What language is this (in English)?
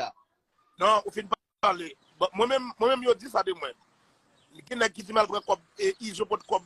Haitian Creole